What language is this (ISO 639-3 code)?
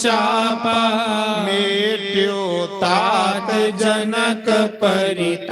doi